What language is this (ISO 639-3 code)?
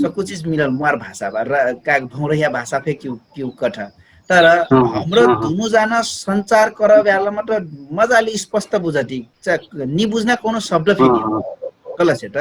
thl